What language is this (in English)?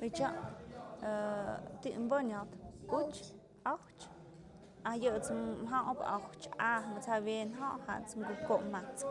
Tlahuitoltepec Mixe